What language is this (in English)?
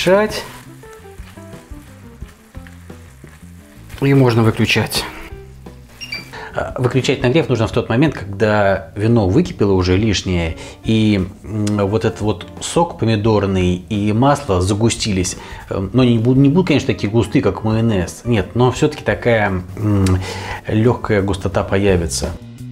Russian